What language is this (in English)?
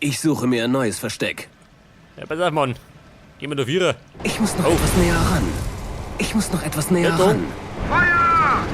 Bavarian